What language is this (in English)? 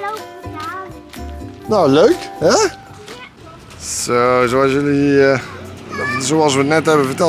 Dutch